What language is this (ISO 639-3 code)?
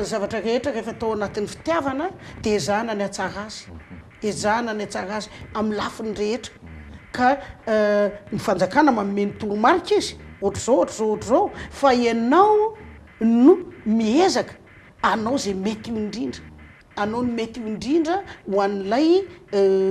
mlg